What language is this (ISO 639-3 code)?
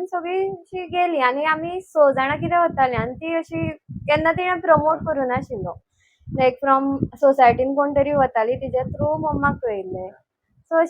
kok